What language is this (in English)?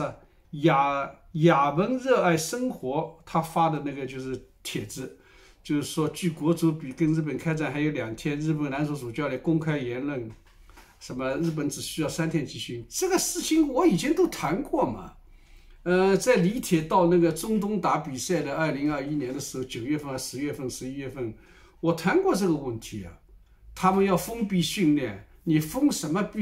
Chinese